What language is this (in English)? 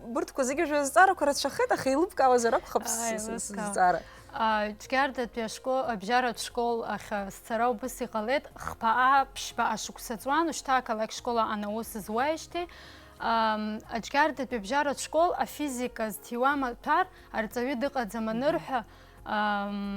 Abkhazian